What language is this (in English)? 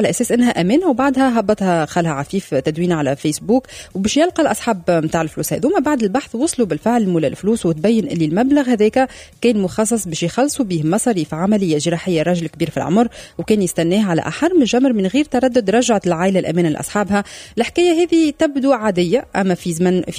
Tunisian Arabic